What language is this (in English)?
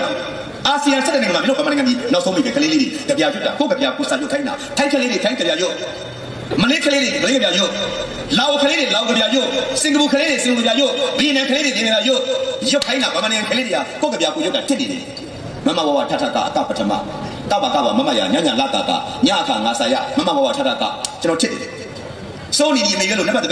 Burmese